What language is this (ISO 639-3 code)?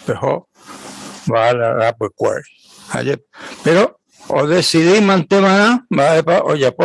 grn